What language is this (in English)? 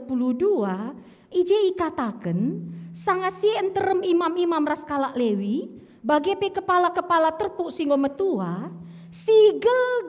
Batak Karo